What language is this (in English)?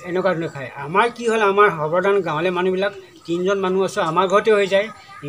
Assamese